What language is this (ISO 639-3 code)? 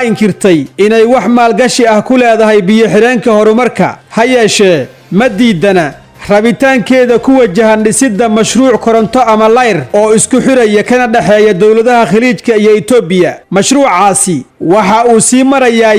som